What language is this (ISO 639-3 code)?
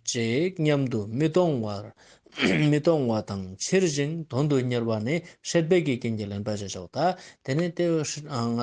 lbj